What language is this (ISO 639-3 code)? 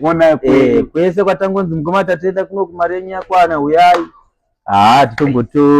sna